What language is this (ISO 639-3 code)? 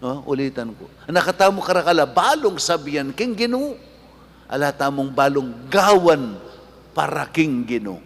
pam